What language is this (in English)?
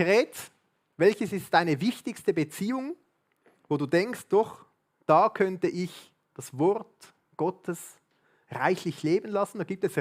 Swiss German